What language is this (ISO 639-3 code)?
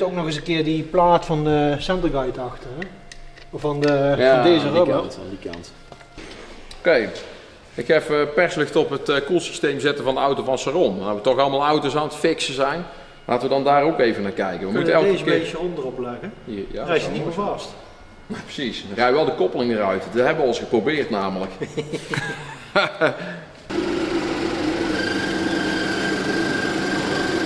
nld